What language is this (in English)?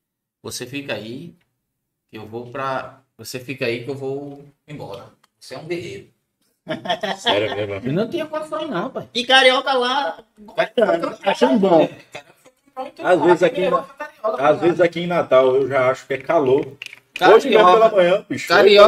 Portuguese